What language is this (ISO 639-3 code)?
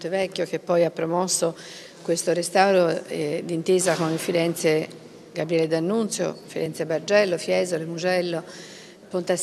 ita